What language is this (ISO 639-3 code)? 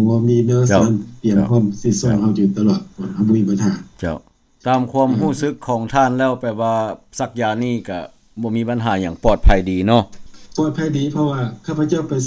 lao